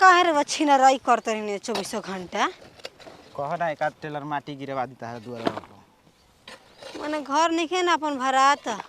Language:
Bhojpuri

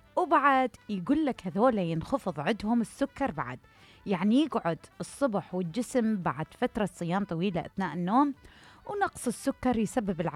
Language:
Mesopotamian Arabic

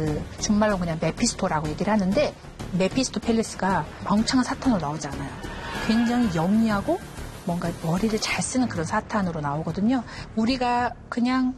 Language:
Korean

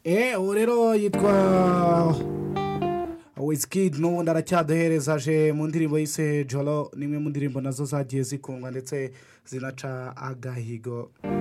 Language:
Kinyarwanda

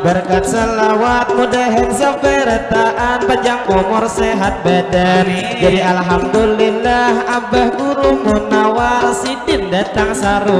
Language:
Banjar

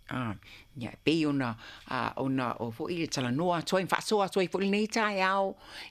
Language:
Samoan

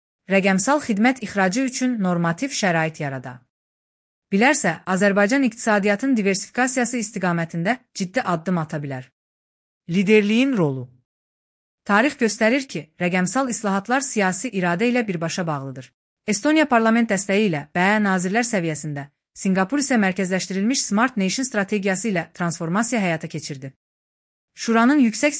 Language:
Azerbaijani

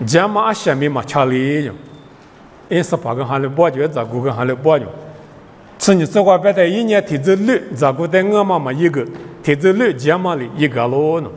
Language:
Lisu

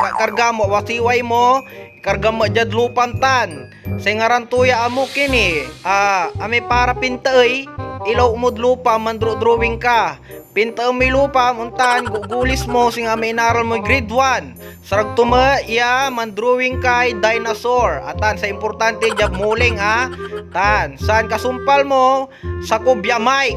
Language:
Pangasinan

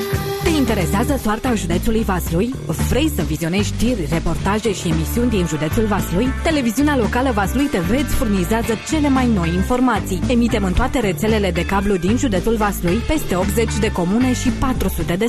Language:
Romanian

